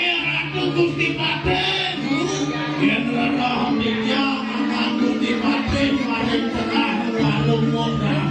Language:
Balinese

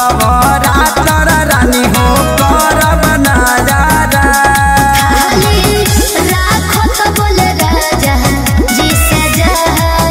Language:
Bhojpuri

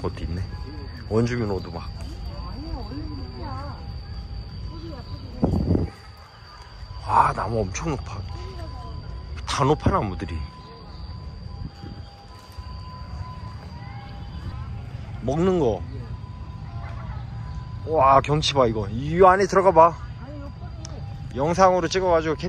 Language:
Korean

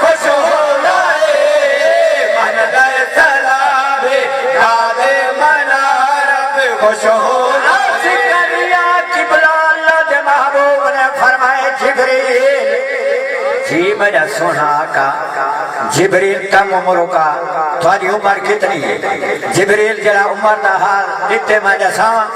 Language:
Saraiki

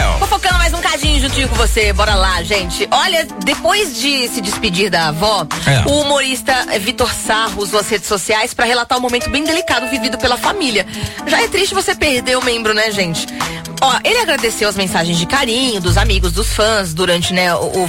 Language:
Portuguese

